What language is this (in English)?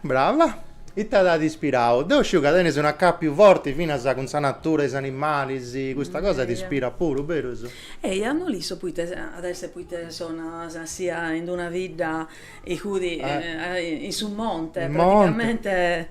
Sardinian